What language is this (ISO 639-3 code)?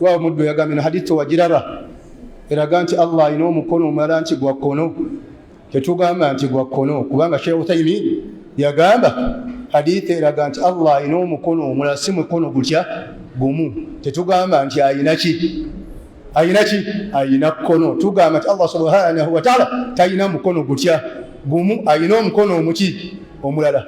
lug